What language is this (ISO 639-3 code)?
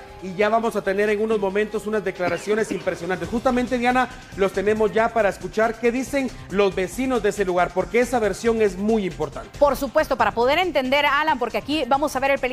spa